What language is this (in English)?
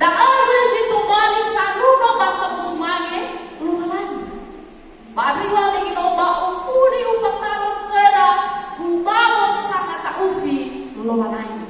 Nias